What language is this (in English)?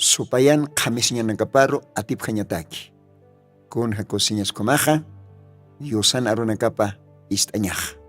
Aymara